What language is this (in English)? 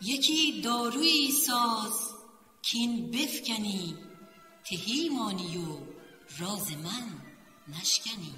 Tajik